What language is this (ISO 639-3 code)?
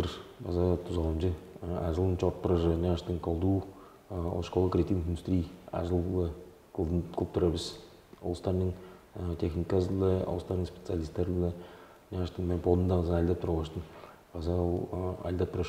tyv